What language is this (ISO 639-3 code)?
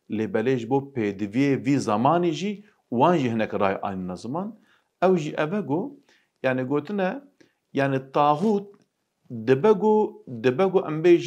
kur